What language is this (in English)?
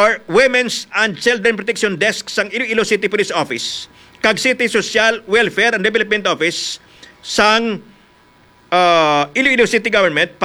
Hiligaynon